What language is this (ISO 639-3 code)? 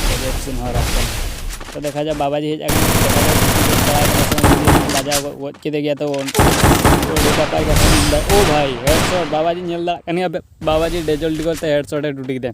sat